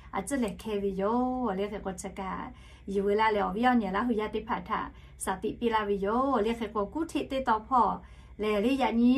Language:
Lahu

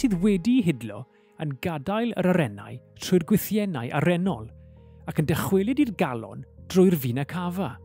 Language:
Welsh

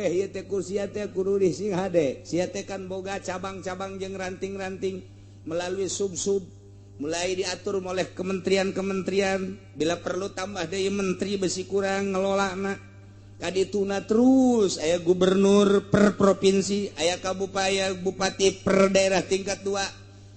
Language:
Sundanese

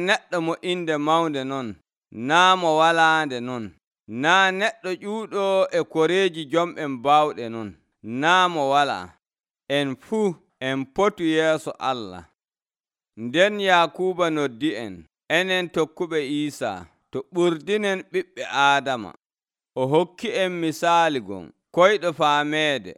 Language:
Nigerian Fulfulde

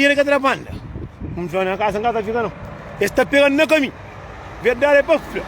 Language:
Kabuverdianu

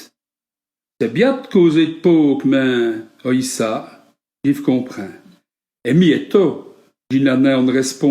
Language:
Walloon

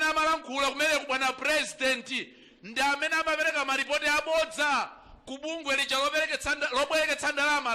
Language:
Nyanja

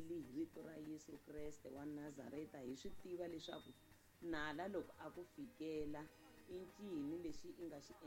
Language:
Tsonga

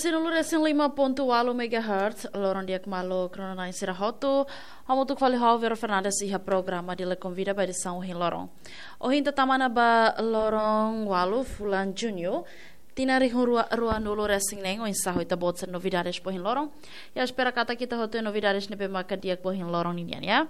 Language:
Tetum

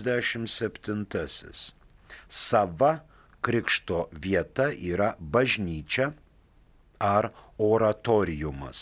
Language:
Lithuanian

